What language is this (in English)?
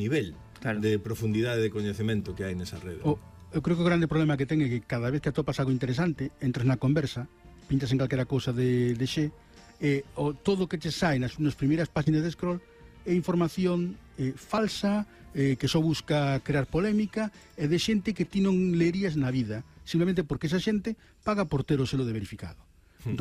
Galician